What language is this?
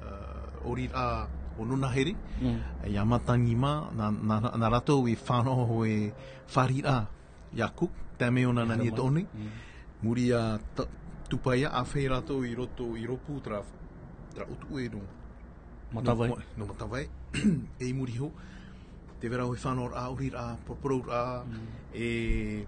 Tahitian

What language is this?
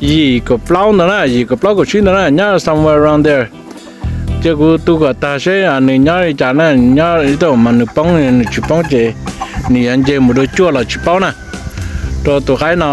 Hmong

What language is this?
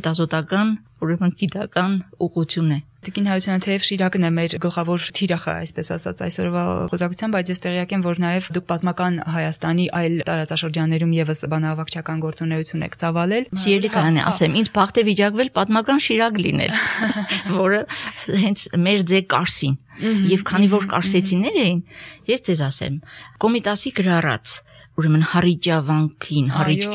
Armenian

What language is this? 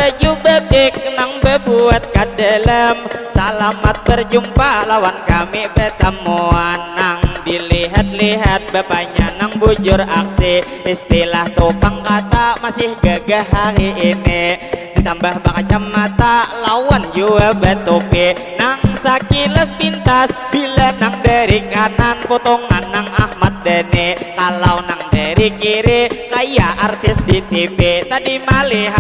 Banjar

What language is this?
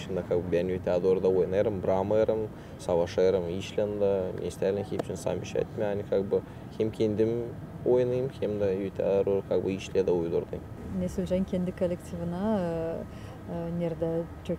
Gagauz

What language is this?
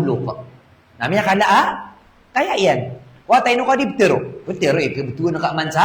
Maranao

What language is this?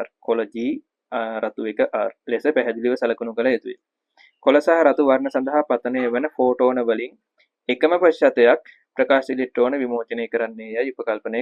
Sinhala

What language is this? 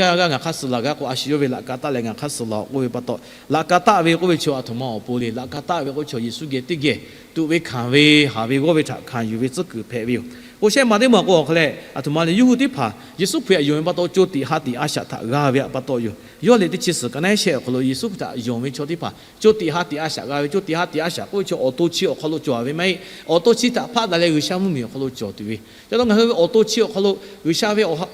Lahu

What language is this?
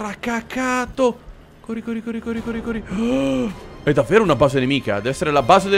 Italian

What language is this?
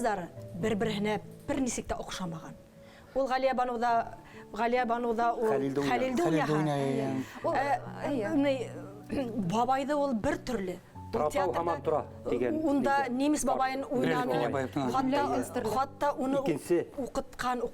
Bashkir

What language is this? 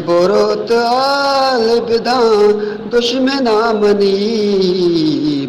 Eastern Balochi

